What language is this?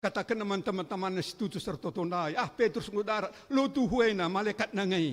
Batak Karo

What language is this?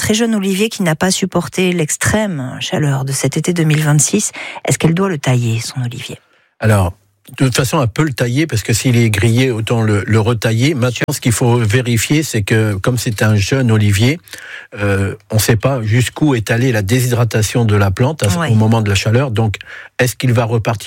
French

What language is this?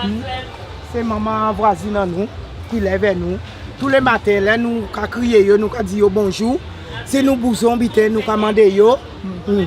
Guadeloupean Creole French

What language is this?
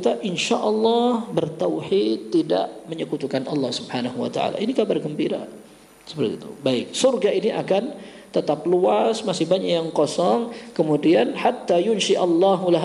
Indonesian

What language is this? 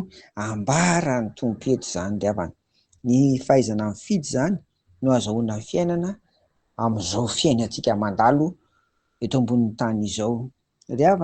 Malagasy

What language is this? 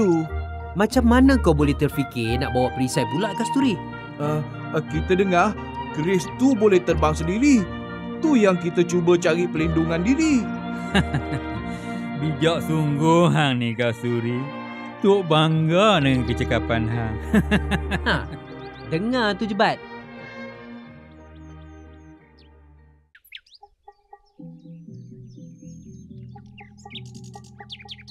Malay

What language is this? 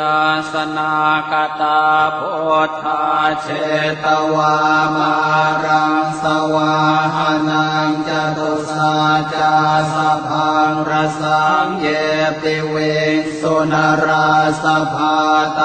Pali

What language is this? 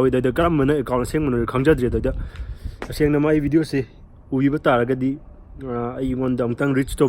Manipuri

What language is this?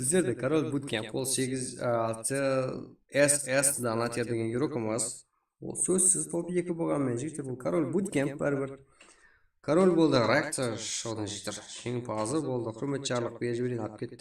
Kara-Kalpak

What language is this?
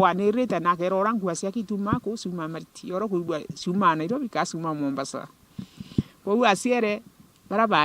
Meru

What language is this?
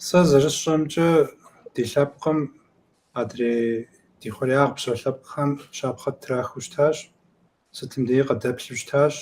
Kabardian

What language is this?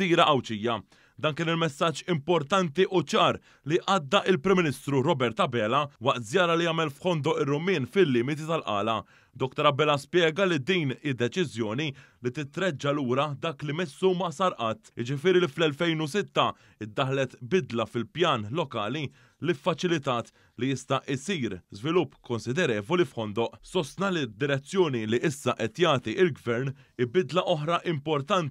Maltese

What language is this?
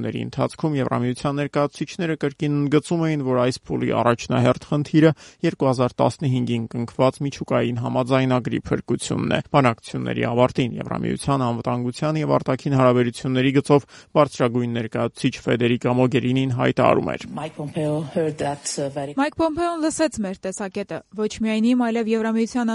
Armenian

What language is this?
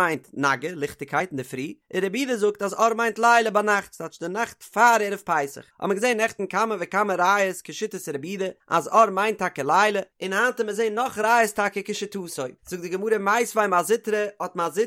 Yiddish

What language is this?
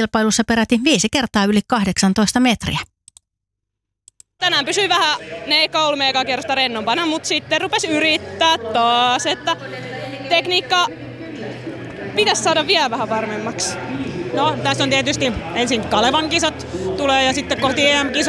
Finnish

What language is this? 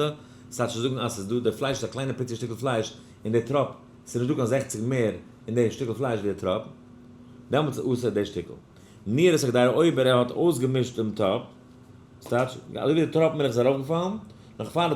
Yiddish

